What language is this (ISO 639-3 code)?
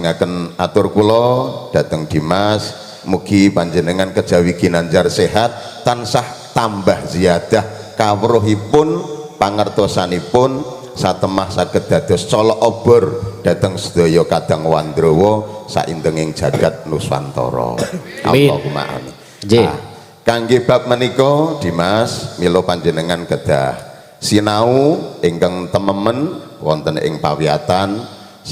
jav